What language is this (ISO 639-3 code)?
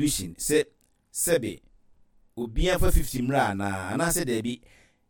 aka